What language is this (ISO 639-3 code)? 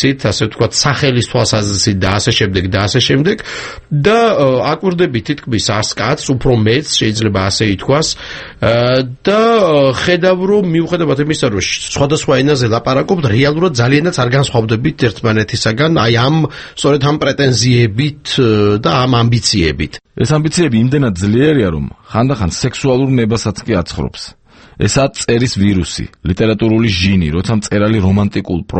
kat